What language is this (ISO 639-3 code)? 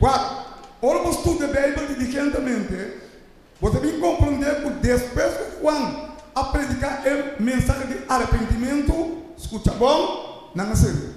pap